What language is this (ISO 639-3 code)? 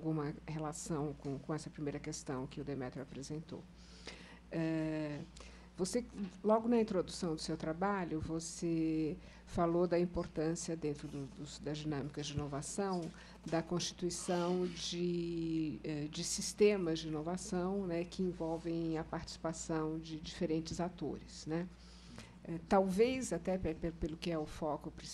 por